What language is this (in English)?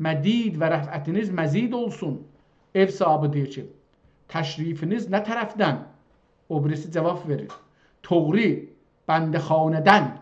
South Azerbaijani